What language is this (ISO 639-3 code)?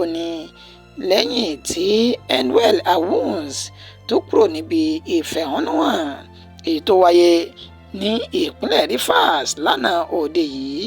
yor